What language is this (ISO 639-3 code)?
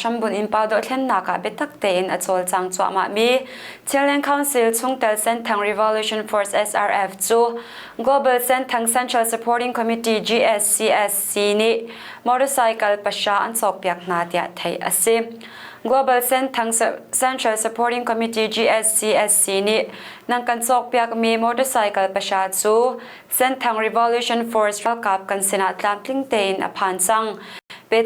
cnh